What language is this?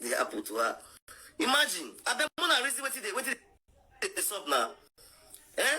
Nigerian Pidgin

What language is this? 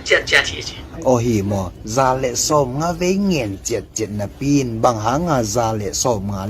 Tedim Chin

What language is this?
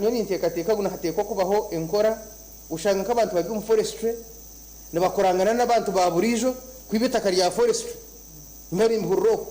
Nyankole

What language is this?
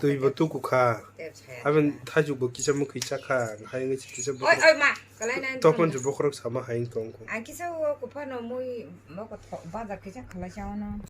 Kok Borok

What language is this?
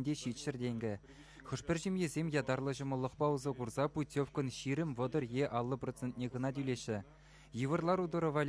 Chuvash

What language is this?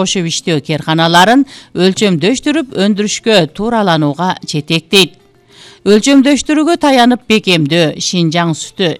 Kyrgyz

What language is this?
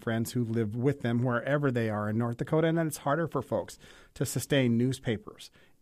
English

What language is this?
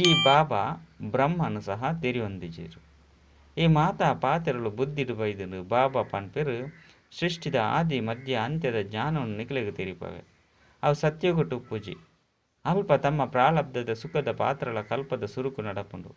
Tulu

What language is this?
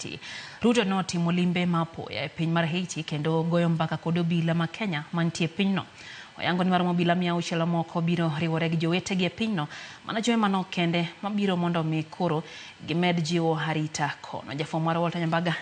Luo (Kenya and Tanzania)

